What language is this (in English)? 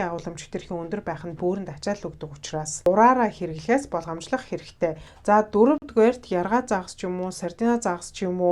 Mongolian